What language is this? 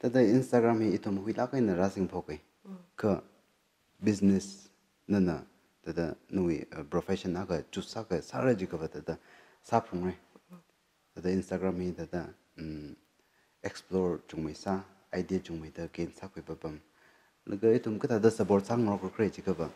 Tangkhul Naga (India)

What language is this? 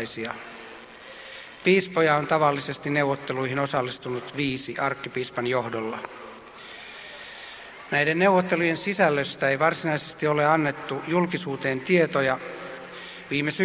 Finnish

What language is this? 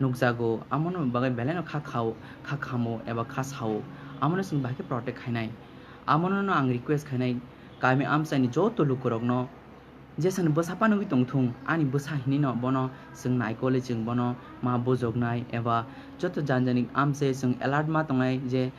Kok Borok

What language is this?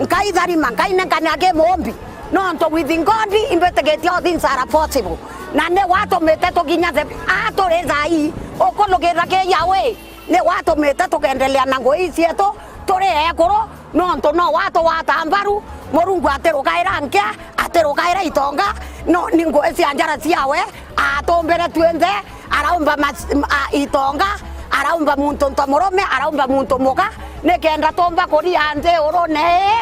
Meru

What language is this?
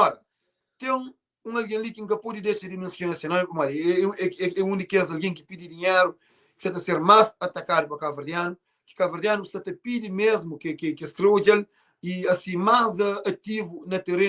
Kabuverdianu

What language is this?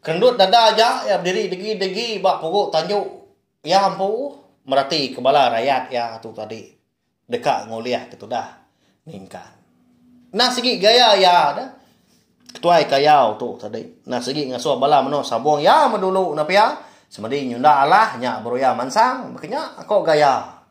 Iban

